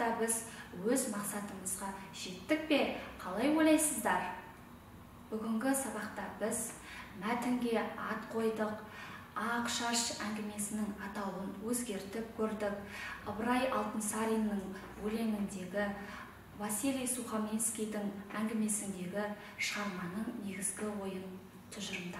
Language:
Kazakh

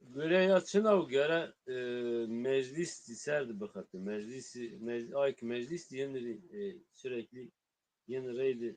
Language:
Zaza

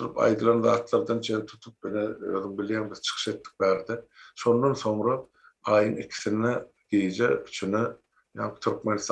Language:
Turkmen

